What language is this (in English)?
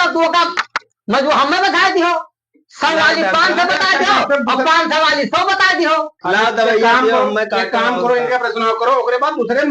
Awadhi